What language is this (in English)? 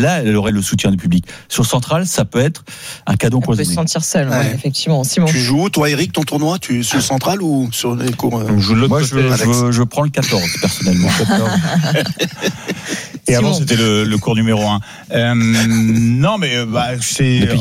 French